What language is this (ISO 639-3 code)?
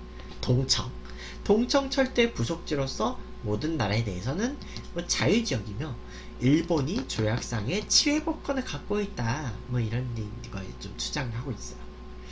kor